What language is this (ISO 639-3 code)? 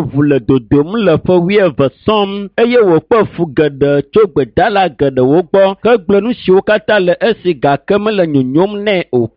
ewe